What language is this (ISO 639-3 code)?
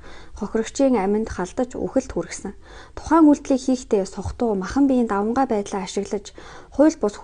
mon